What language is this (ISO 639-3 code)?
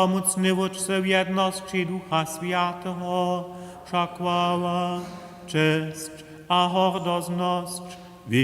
hsb